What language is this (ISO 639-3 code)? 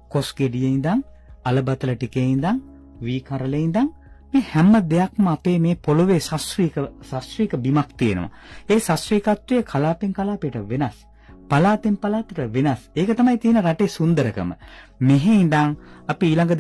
sin